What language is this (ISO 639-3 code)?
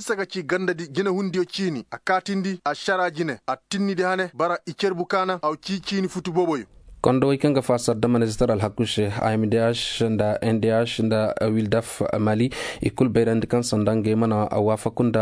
ses